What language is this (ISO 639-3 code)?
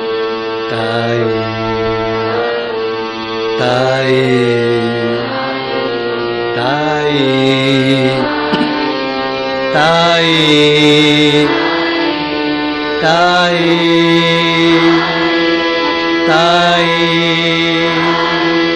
kan